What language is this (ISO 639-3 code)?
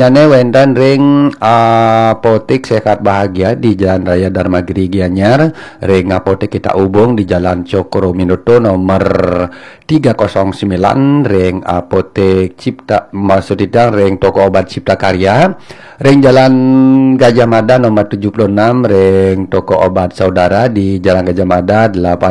ban